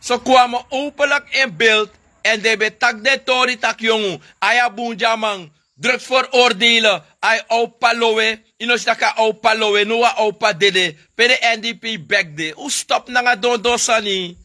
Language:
Sranan Tongo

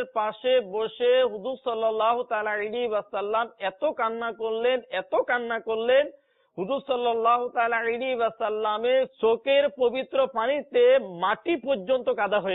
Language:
Bangla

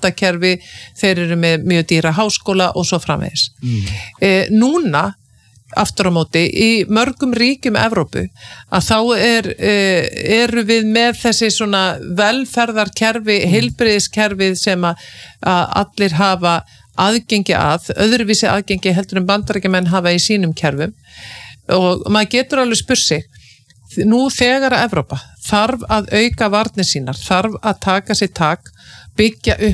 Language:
Icelandic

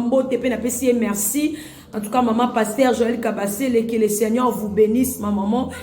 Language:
Lingala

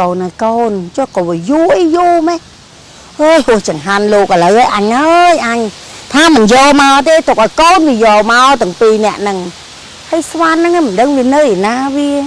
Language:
Khmer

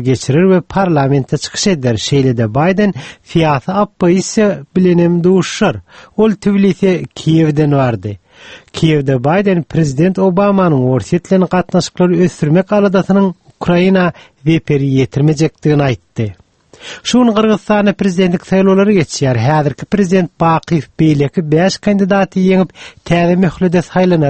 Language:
Turkmen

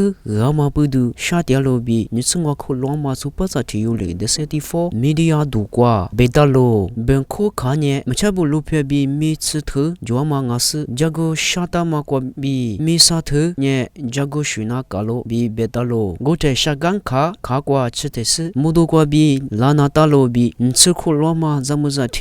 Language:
Lisu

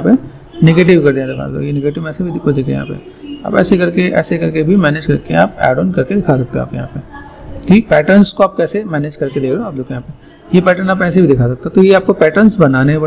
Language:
Hindi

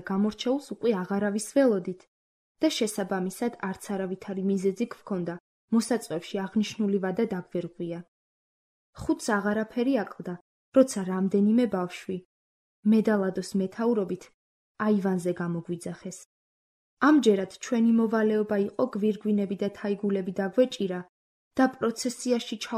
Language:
Georgian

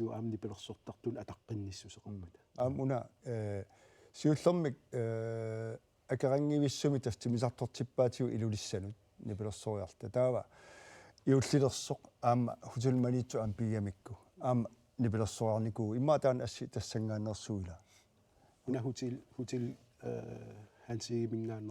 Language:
Kalaallisut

